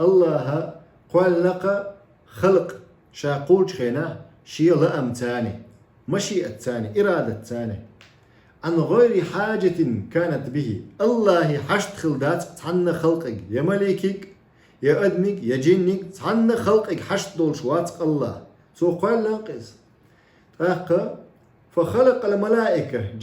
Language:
Chechen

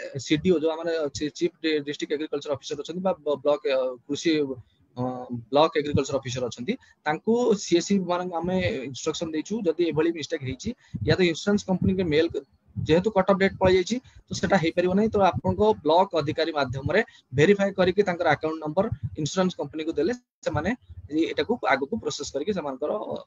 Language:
Odia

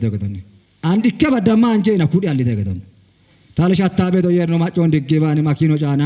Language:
Kafa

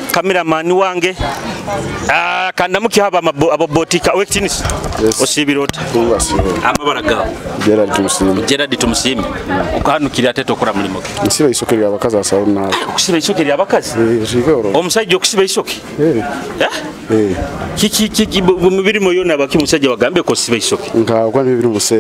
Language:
Nyoro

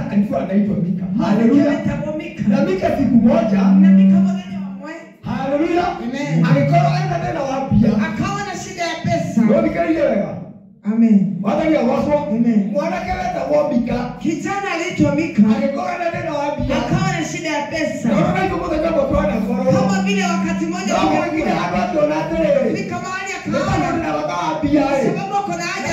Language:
Swahili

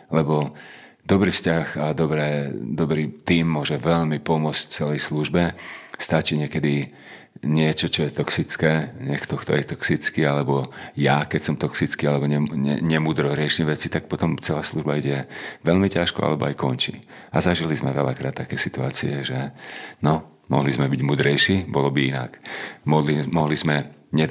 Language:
Slovak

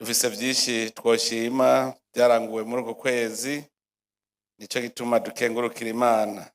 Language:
Rundi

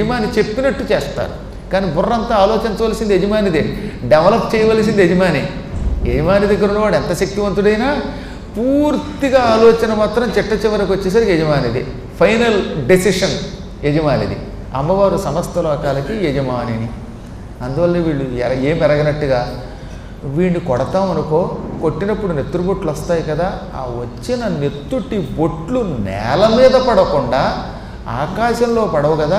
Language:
Telugu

